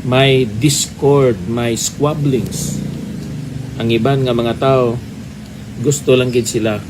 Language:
Hiligaynon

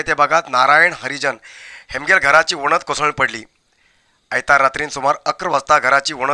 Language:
Konkani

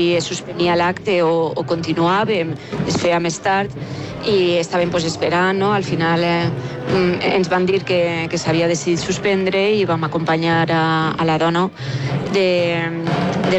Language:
Catalan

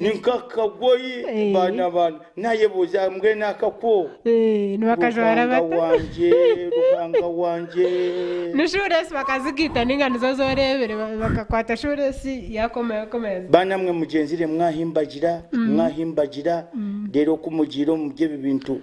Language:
Nyankole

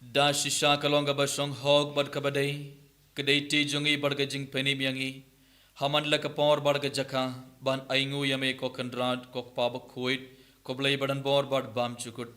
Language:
Khasi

